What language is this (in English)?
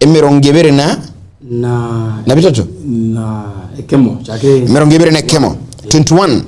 Gusii